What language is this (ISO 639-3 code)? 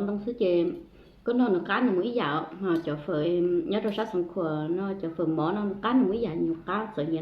hmn